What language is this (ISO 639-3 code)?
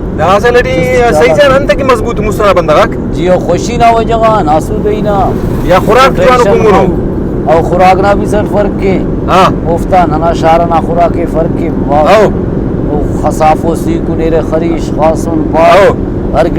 brh